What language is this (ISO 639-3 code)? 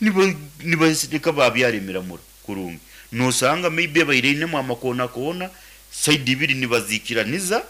nyn